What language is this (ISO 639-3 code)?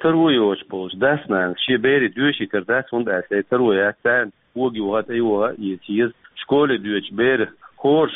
che